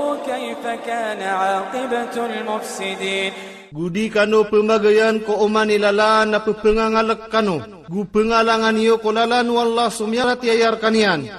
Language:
Maranao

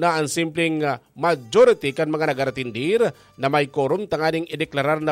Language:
Bikol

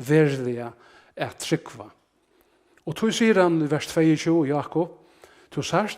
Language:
Faroese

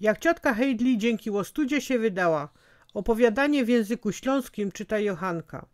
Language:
Silesian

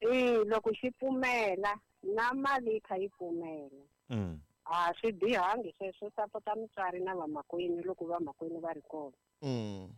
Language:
Tsonga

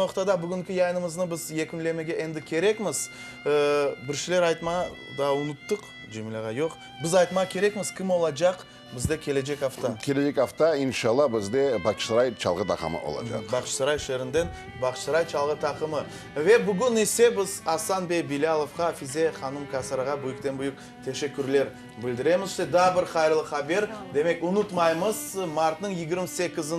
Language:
Crimean Tatar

